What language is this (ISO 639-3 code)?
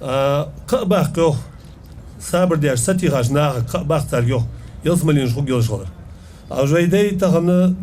inh